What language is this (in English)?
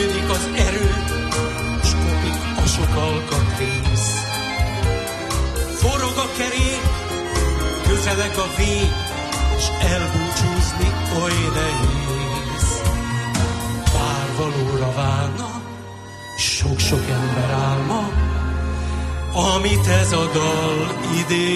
Hungarian